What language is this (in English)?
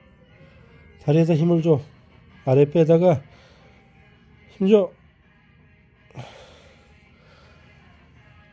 Korean